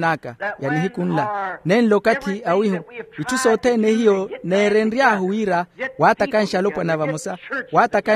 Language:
Makhuwa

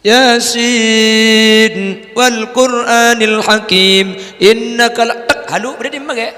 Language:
Madurese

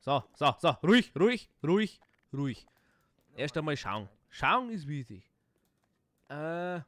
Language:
Bavarian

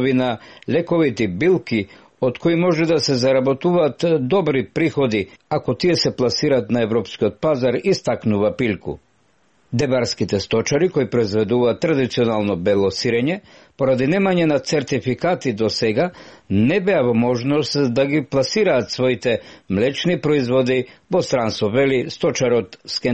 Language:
Macedonian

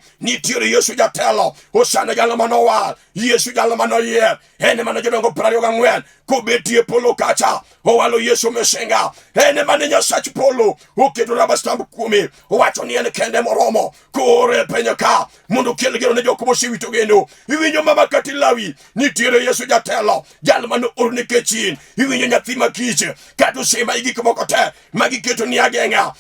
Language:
Luo (Kenya and Tanzania)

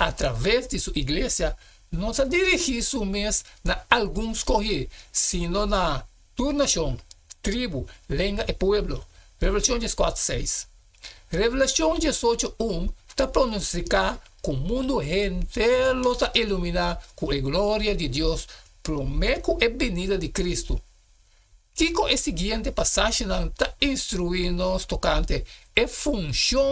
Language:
Papiamento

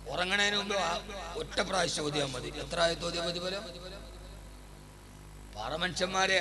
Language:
Malayalam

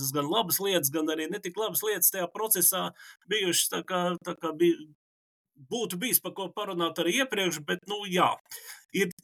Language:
Latvian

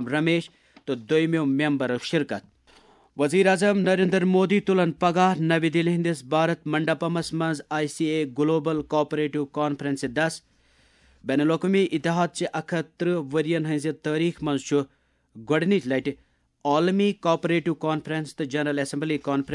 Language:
Kashmiri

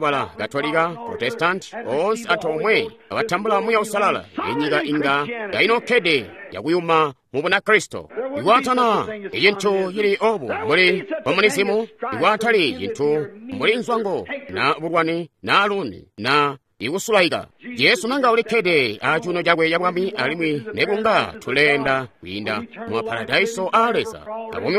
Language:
Tonga (Zambia)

